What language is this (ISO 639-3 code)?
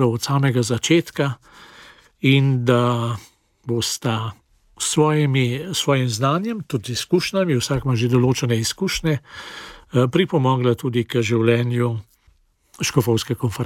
slv